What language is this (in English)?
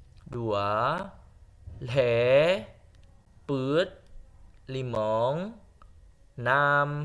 Achinese